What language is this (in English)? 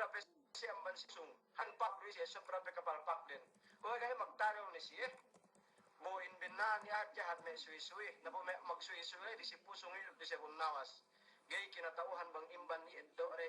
Yakan